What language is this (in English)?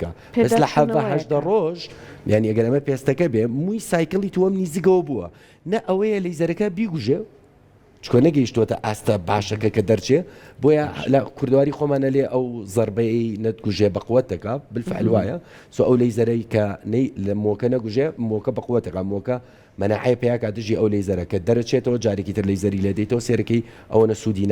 Central Kurdish